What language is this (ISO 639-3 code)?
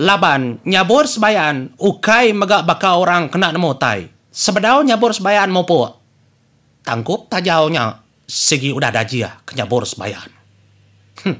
iba